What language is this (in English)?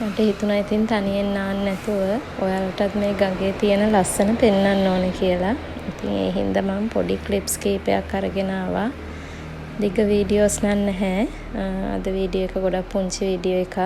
Sinhala